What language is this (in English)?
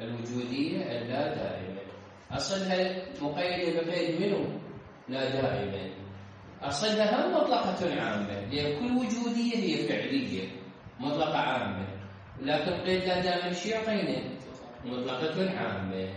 Mesopotamian Arabic